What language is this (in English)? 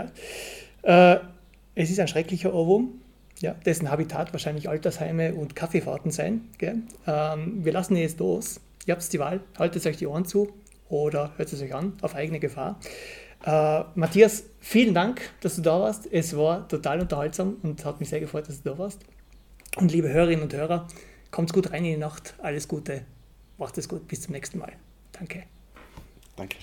German